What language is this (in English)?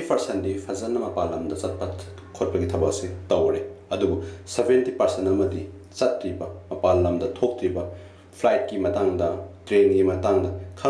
Manipuri